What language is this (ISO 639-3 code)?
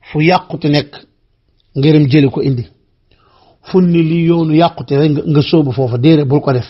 wol